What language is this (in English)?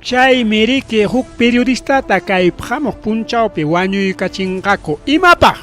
Ayacucho Quechua